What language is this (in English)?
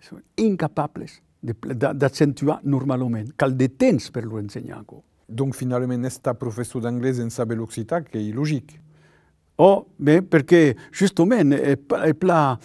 Occitan